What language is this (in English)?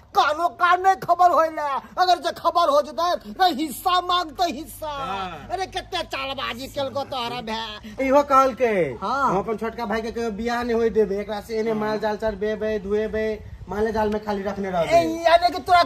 Maithili